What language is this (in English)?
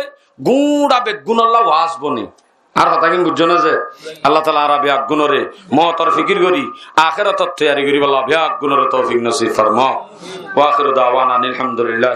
Rohingya